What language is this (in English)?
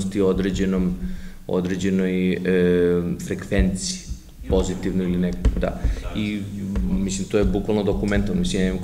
Serbian